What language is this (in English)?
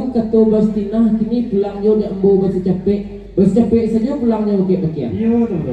Minangkabau